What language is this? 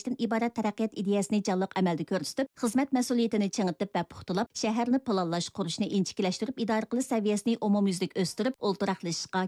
Uyghur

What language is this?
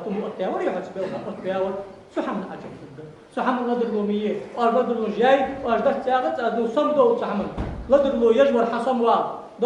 Ingush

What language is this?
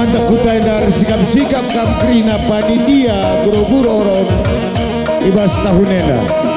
Batak Karo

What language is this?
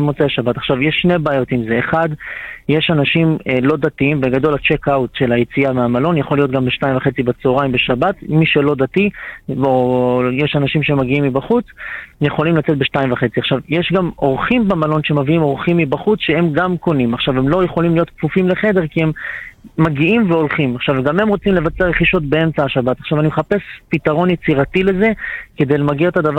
Hebrew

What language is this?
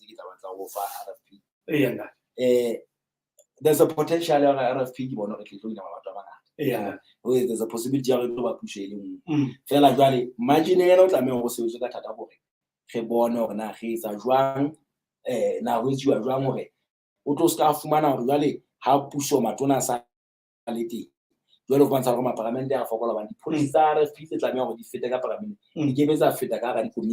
Southern Sotho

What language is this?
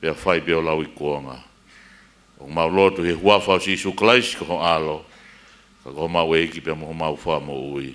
Tongan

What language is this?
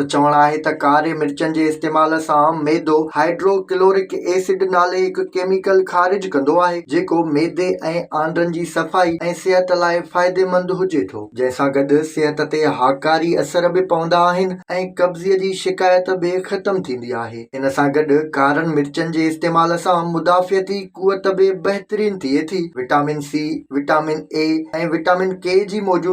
Sindhi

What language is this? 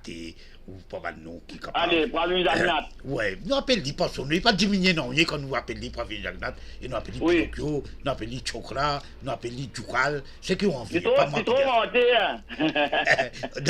Morisyen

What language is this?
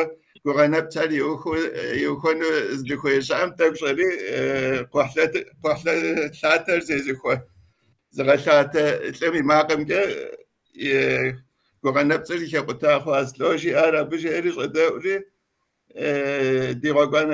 Kabardian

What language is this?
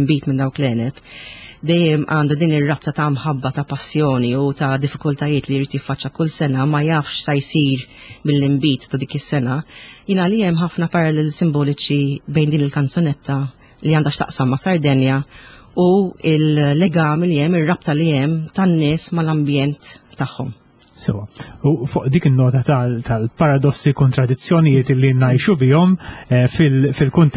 Maltese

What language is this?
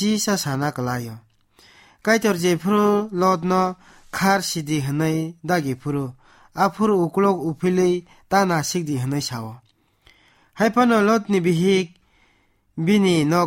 Kok Borok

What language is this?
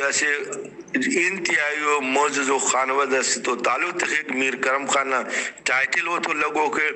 Brahui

